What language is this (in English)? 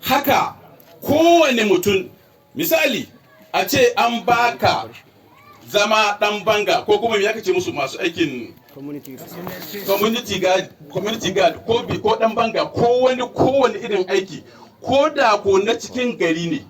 Hausa